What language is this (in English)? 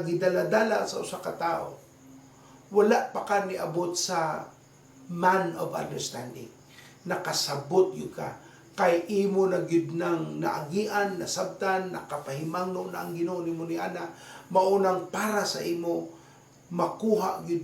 Cebuano